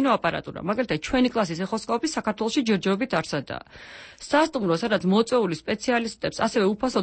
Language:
Georgian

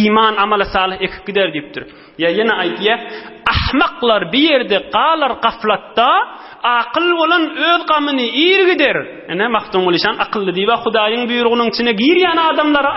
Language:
Turkmen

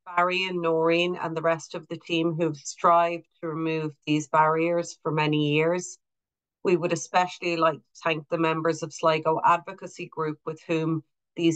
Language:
English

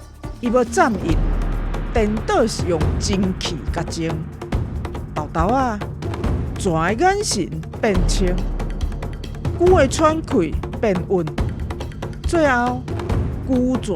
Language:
Min Nan Chinese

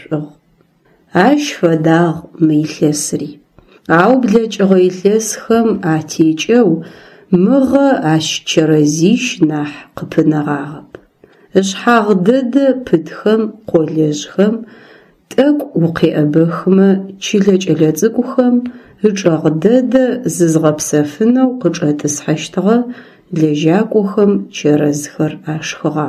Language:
Adyghe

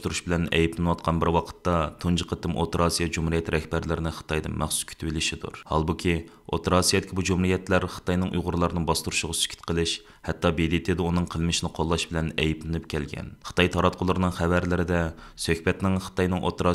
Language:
Uyghur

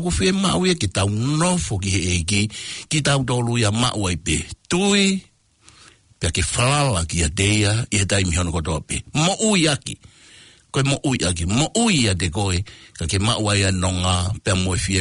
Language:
Tongan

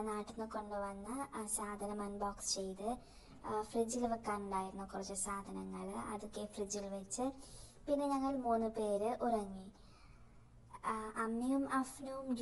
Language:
Malayalam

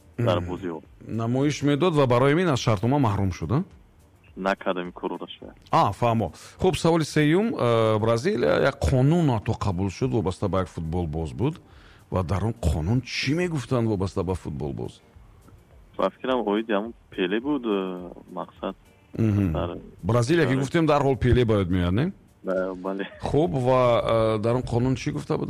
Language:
Tajik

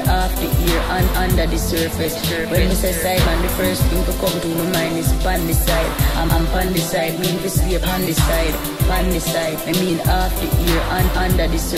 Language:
Jamaican Creole English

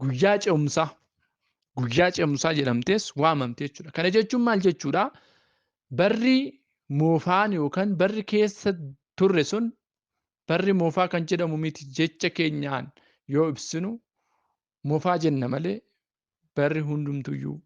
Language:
Oromo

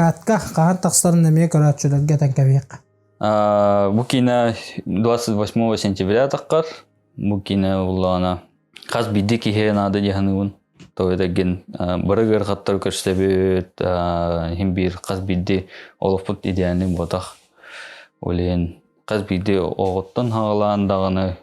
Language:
Yakut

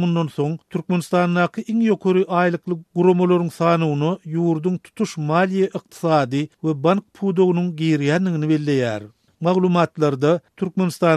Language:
Turkmen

